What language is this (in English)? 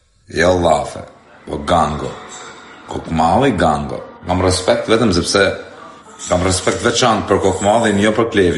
Albanian